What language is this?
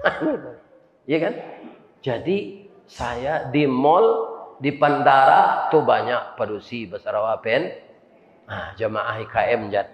Minangkabau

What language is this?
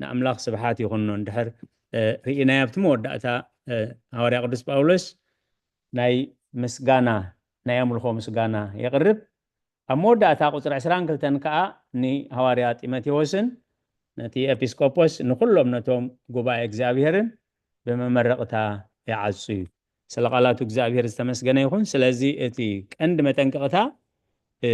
Tigrinya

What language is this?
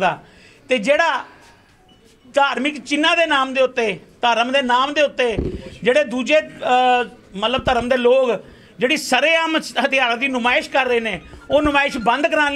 Punjabi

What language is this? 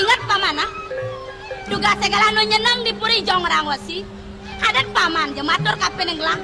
Balinese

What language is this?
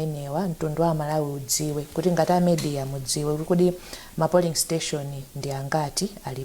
Nyanja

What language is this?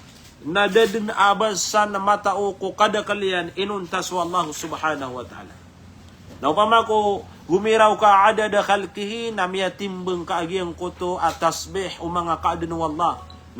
Maranao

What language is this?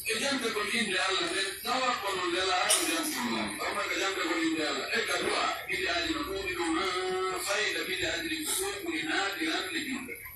Pular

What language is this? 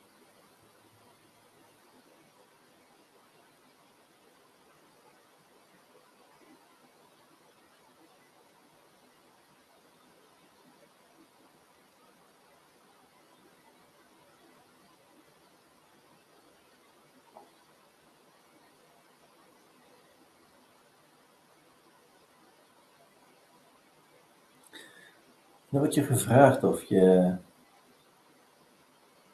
Dutch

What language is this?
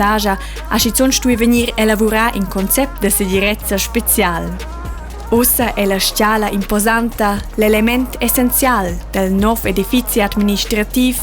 Romansh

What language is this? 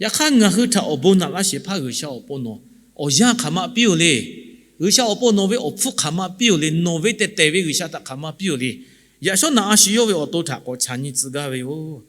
Lahu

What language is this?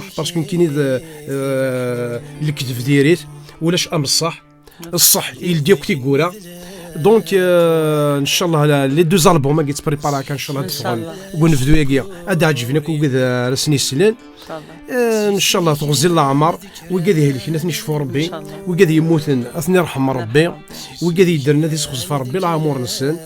Kabyle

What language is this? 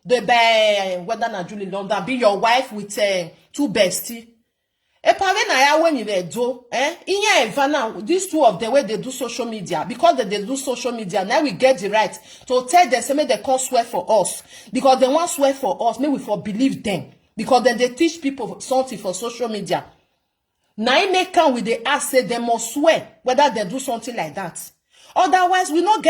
Nigerian Pidgin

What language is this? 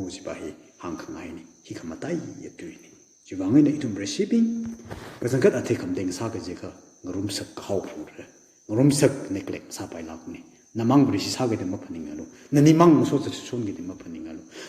Tangkhul Naga (India)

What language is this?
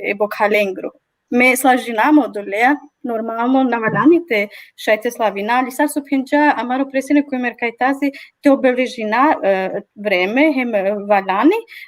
Balkan Romani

